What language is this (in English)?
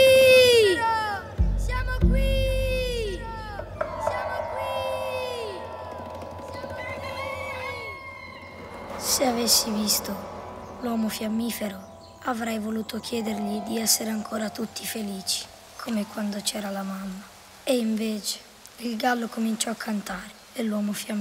Italian